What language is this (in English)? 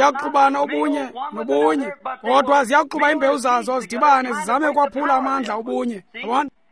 Xhosa